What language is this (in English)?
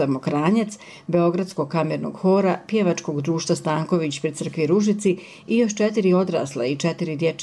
Serbian